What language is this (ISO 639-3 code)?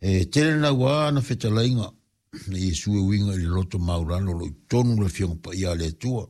smo